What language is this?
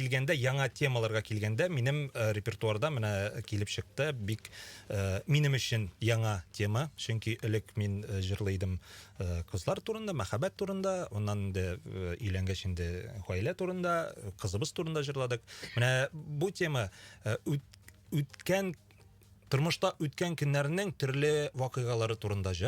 Tatar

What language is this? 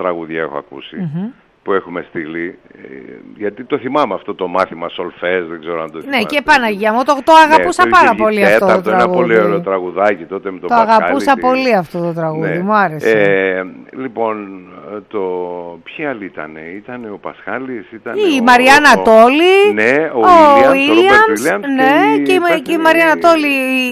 Greek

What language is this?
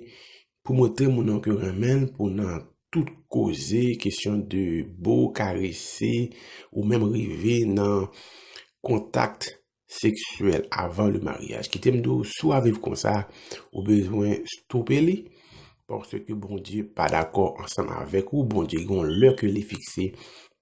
Haitian Creole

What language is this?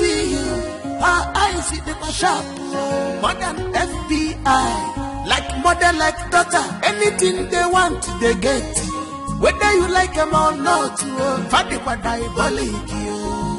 Nigerian Pidgin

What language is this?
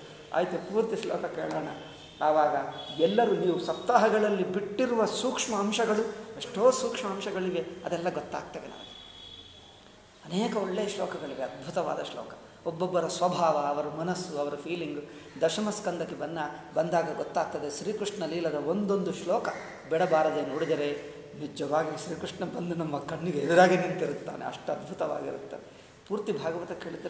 Kannada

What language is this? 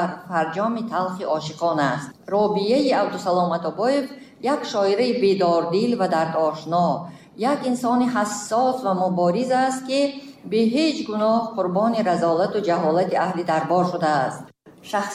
Tajik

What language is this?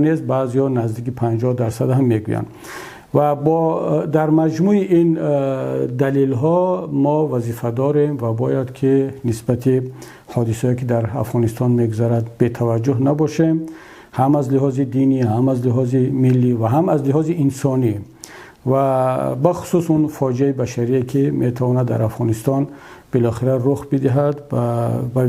Tajik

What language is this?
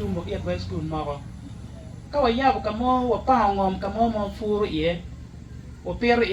Acoli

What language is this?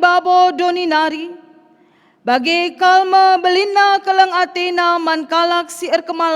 Batak Karo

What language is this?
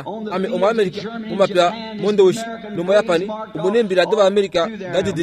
Kuanyama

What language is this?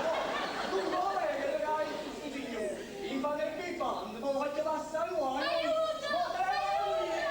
Neapolitan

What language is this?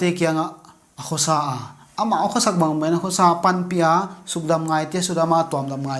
Paite Chin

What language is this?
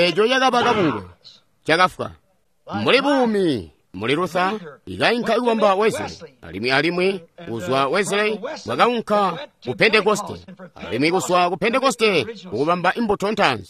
Tonga (Zambia)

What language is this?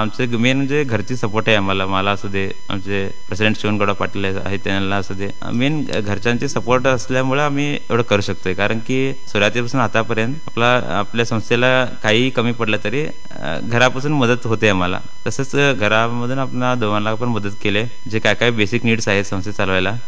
Marathi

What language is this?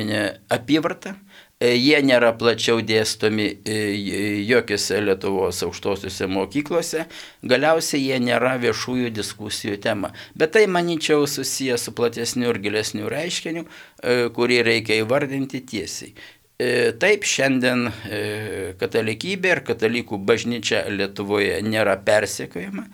Lithuanian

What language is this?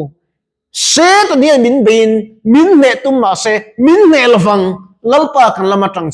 Mizo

